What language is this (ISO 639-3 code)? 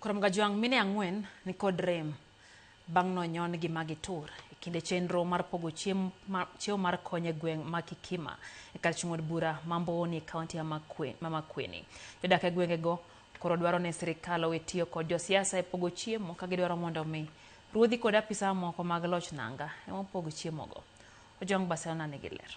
luo